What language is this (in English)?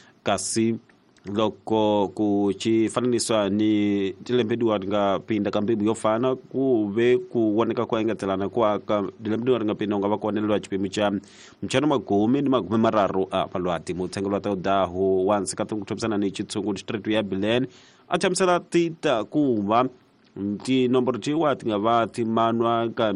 Tsonga